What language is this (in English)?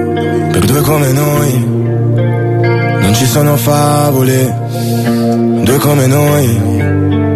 Italian